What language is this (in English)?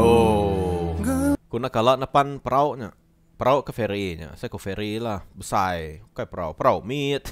Iban